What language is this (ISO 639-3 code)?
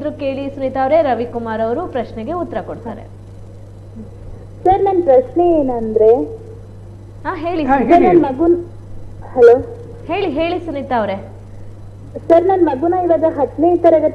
kan